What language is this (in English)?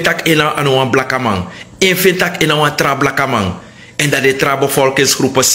Sranan Tongo